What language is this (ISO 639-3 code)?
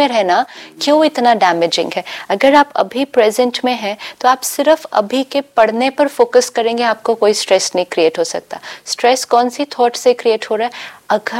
hin